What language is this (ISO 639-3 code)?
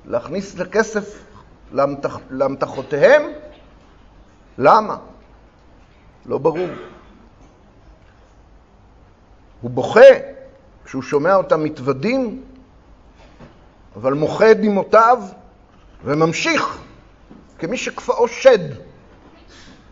heb